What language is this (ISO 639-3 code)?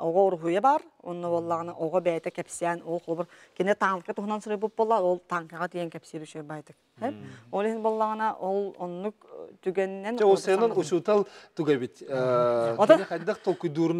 sah